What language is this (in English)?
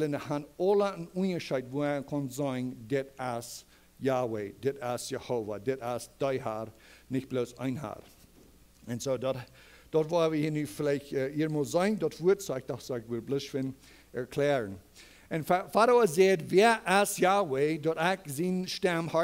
Plautdietsch